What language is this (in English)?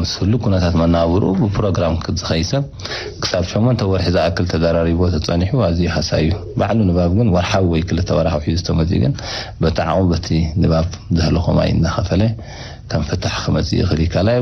Tigrinya